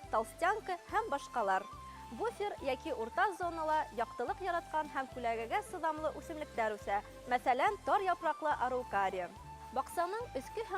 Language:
Bashkir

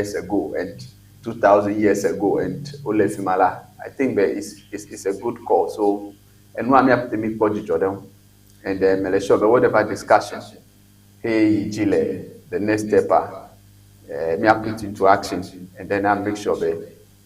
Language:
Ewe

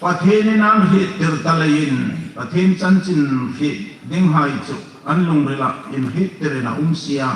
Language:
Hmar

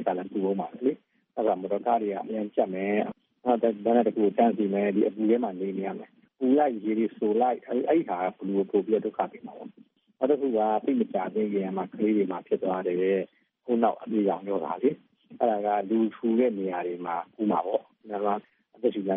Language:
Burmese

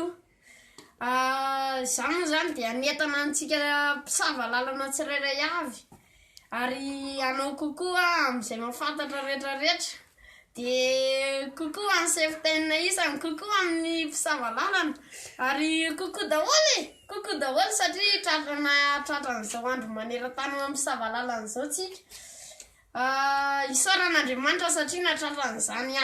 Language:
Malagasy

